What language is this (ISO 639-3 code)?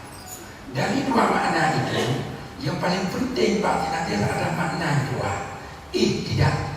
ace